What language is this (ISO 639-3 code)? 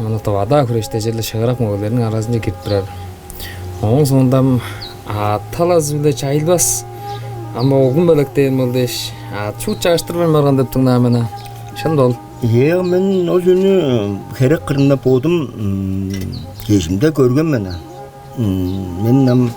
tyv